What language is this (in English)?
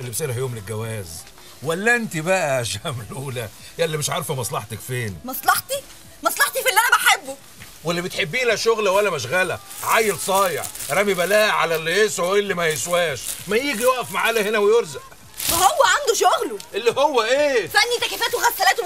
Egyptian Arabic